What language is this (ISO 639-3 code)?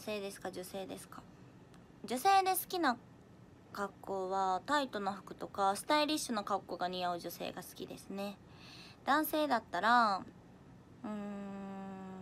jpn